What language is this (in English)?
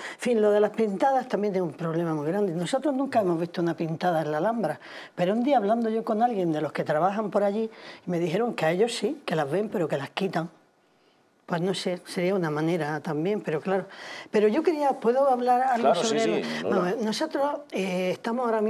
Spanish